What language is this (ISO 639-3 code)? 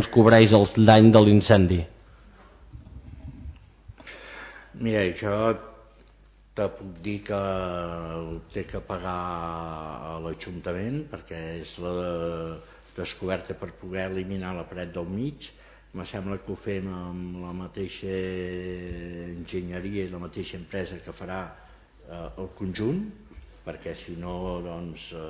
cat